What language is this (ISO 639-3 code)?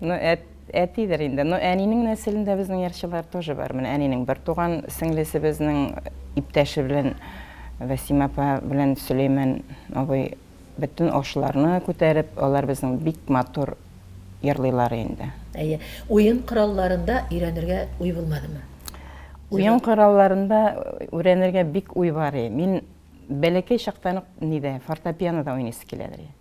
tat